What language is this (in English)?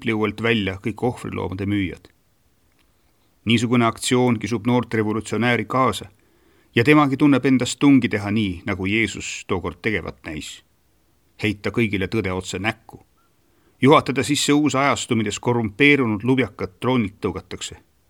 Estonian